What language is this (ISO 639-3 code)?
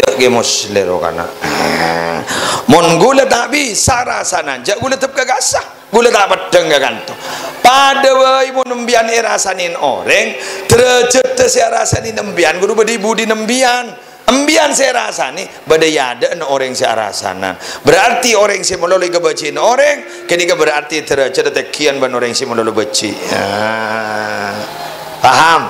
mad